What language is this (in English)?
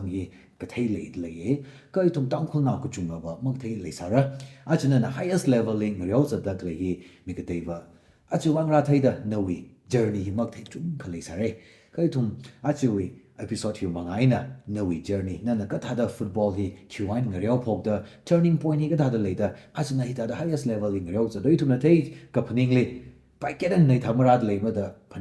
Tangkhul Naga (India)